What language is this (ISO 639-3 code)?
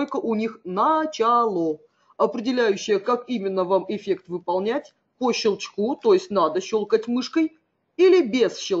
rus